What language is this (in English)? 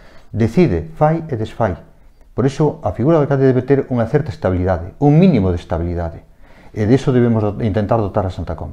Galician